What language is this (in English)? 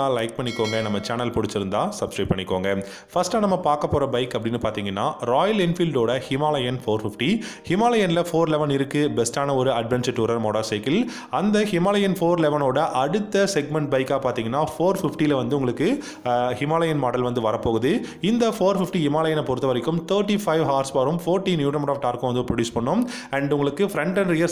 Tamil